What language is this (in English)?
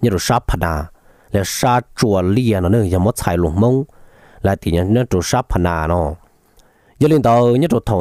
Vietnamese